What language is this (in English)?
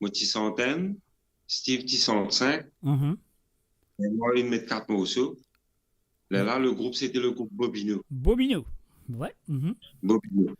Morisyen